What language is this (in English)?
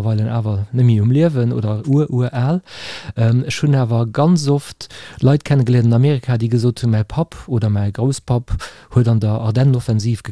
Luxembourgish